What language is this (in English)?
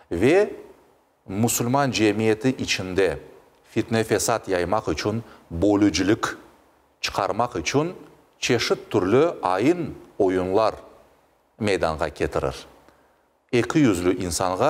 Crimean Tatar